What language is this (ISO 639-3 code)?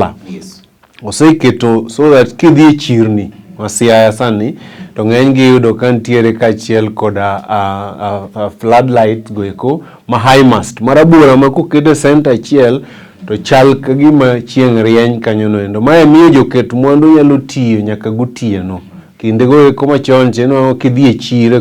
luo